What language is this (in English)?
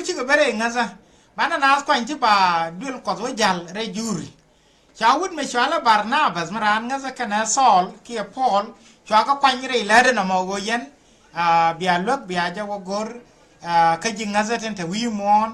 Nuer